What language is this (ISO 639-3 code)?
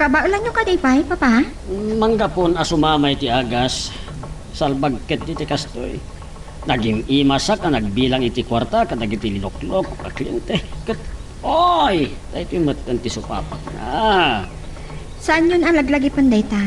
ilo